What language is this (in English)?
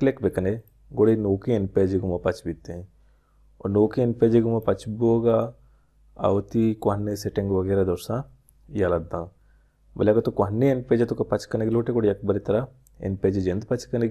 Baluchi